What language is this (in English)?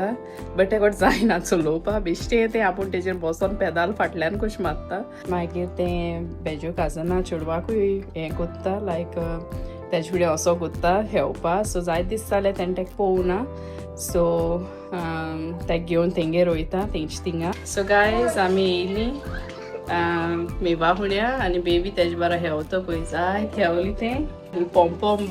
Konkani